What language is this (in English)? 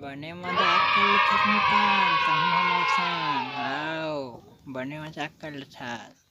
Chhattisgarhi